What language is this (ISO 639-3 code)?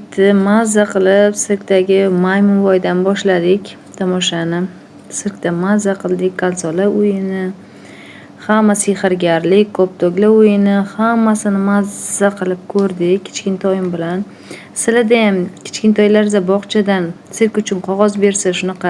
uzb